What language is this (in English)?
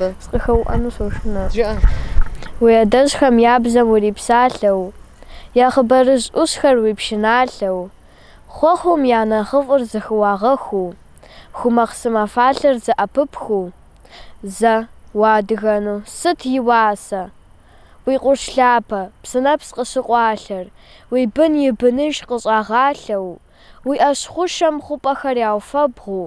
Kabardian